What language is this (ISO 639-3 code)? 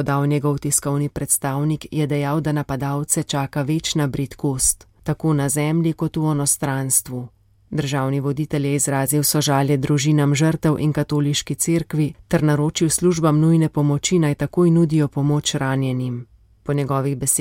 slv